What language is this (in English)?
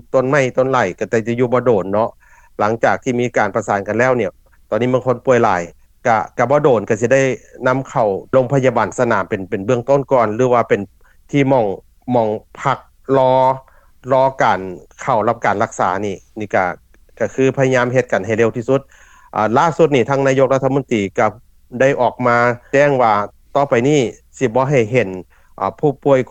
Lao